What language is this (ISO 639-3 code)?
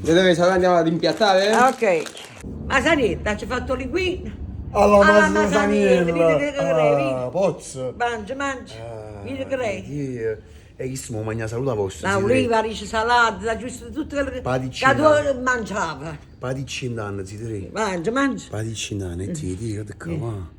nap